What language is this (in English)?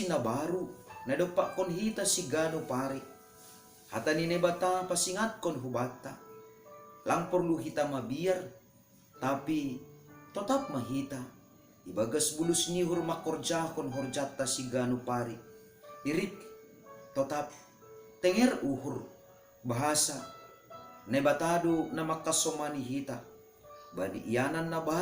Batak Simalungun